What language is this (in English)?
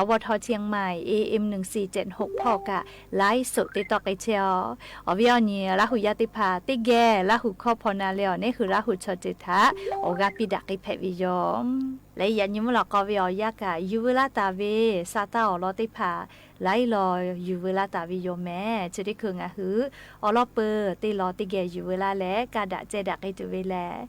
Lahu